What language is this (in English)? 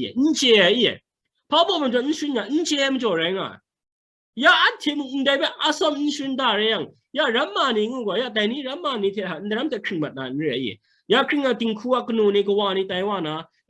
Kachin